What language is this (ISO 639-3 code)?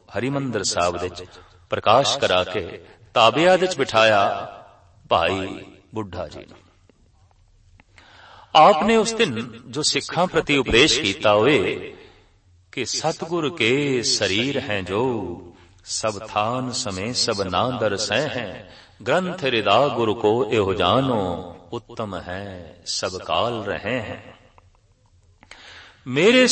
pan